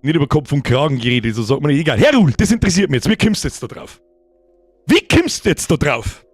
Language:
Bavarian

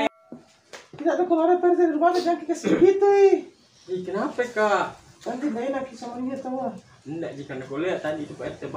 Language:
Makassar Malay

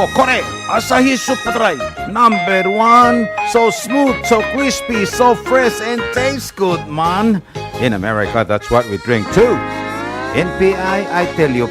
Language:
Palauan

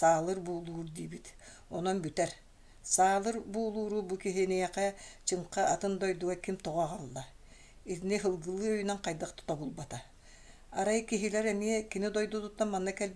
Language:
Yakut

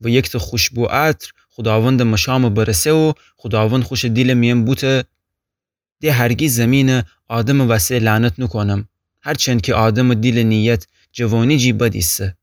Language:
Gilaki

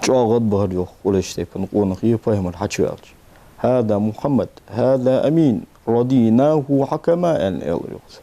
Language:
Ingush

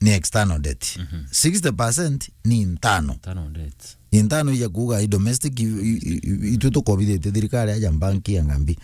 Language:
Meru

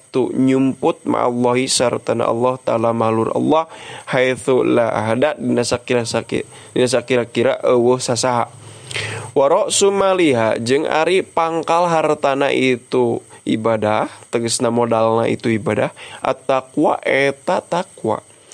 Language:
Sundanese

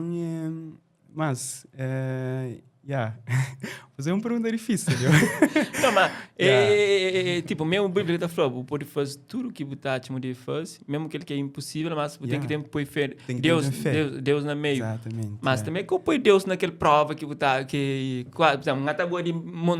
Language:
Kabuverdianu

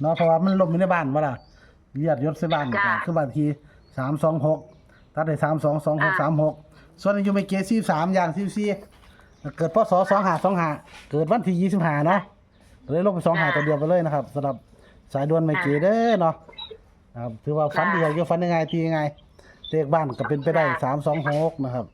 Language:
Northeastern Thai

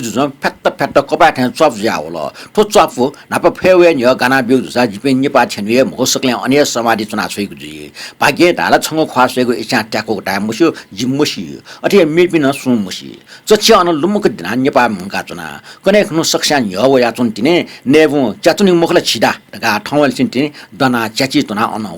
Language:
Newari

